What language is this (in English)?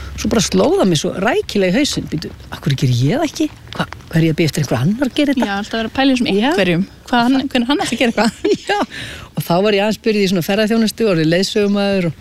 Icelandic